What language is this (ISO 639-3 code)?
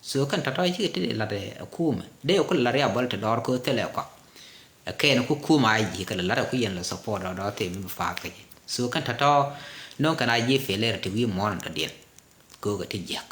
nus